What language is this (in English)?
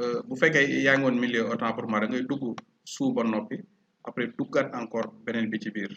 Wolof